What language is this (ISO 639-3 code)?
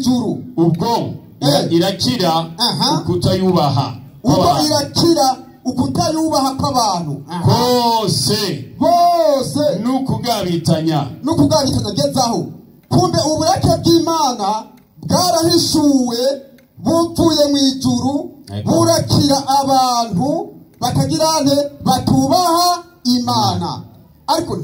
run